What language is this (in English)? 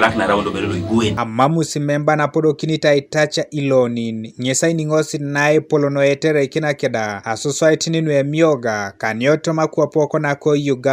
Teso